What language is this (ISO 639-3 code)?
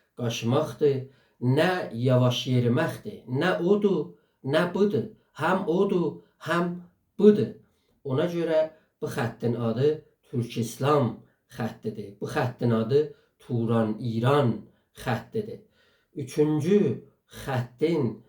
azb